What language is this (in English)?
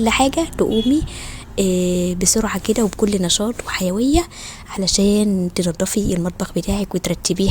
Egyptian Arabic